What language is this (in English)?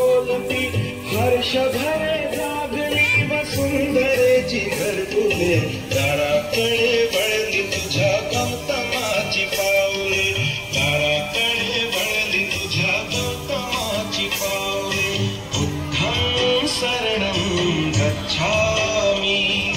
Marathi